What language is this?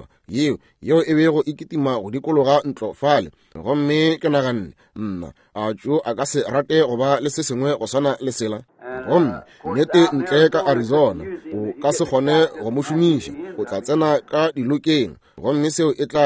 Northern Sotho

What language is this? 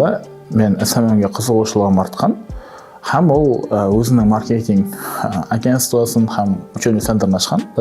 Kara-Kalpak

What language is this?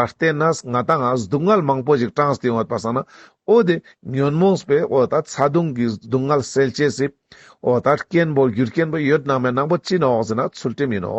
Ladakhi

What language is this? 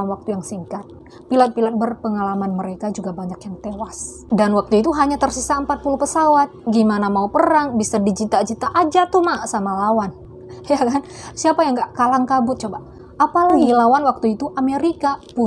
Indonesian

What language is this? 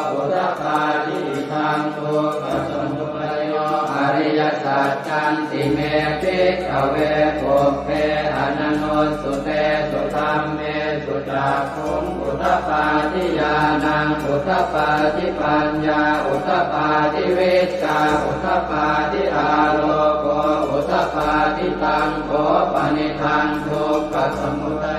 Pali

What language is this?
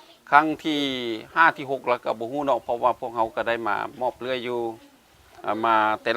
Lao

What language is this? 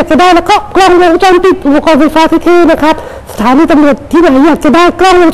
Thai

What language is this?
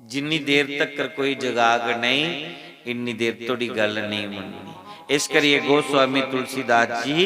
Dogri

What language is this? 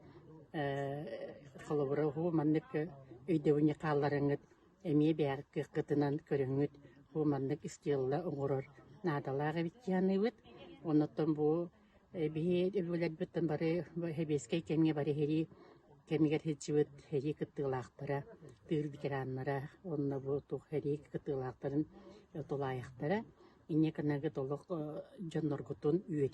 Yakut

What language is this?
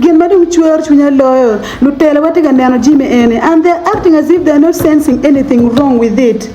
Acoli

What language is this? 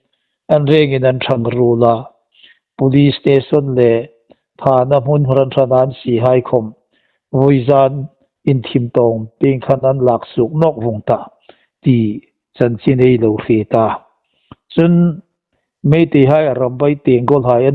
Hmar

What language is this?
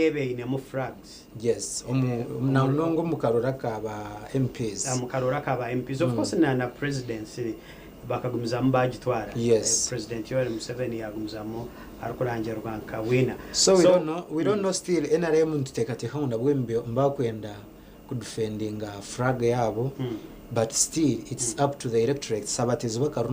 Nyankole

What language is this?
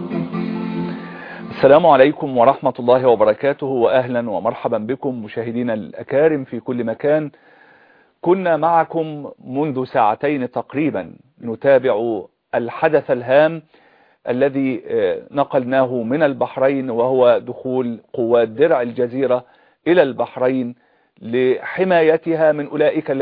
Arabic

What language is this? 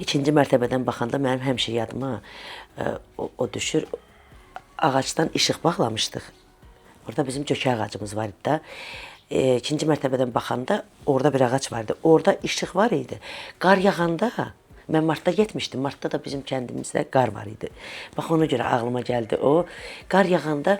Azerbaijani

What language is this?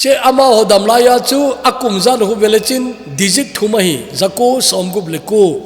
Thado Chin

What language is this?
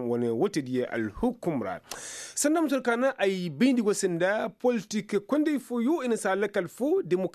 Koyraboro Senni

